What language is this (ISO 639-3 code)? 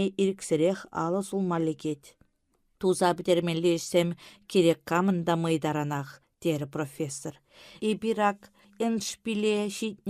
chv